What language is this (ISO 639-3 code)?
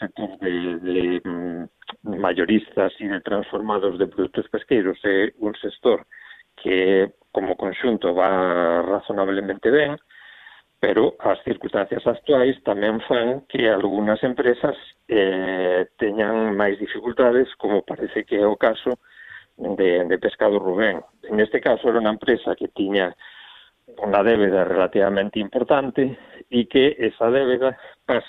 glg